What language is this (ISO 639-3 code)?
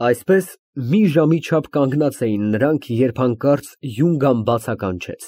hye